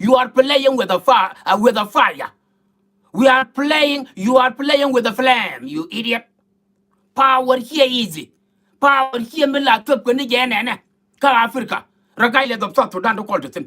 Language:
Nuer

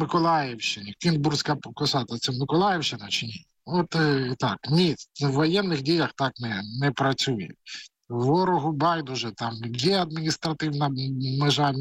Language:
Ukrainian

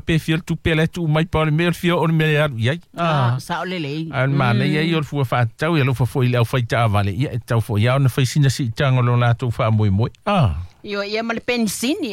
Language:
Samoan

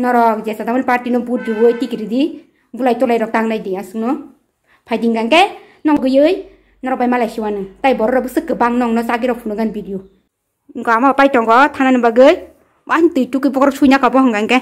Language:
Kok Borok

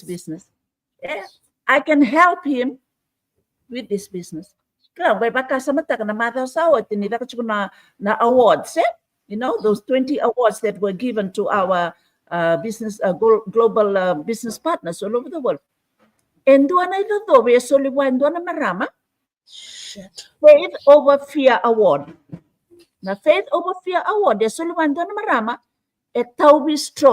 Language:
Fijian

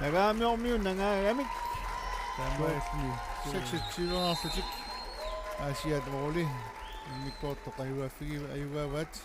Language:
Kalaallisut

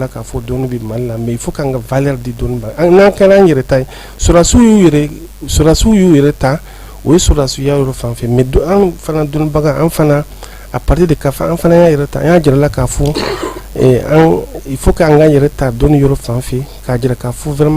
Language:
Bambara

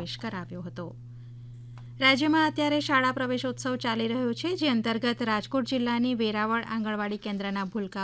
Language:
Gujarati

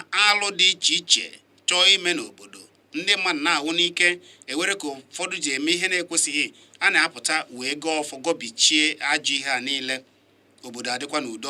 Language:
Igbo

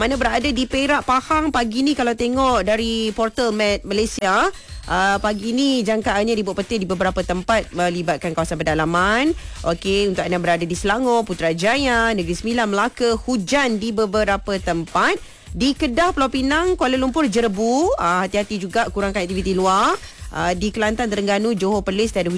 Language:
Malay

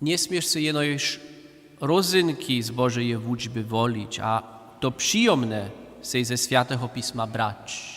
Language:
Upper Sorbian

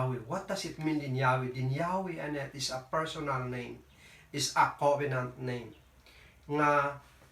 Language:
Kankanaey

